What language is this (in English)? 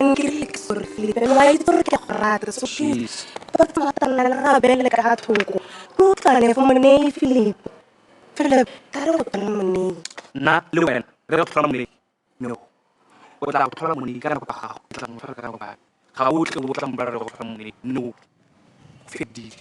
Tswana